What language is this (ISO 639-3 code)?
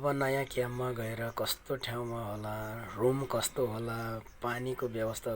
nep